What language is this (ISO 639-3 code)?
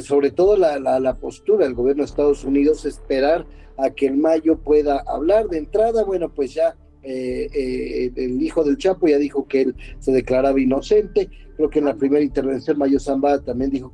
spa